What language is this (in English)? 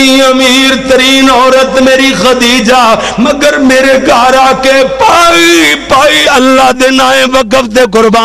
Western Panjabi